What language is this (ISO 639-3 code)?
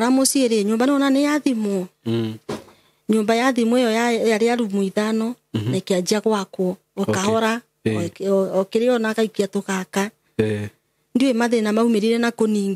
kik